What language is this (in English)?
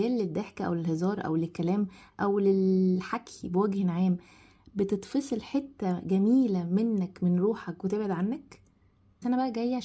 Egyptian Arabic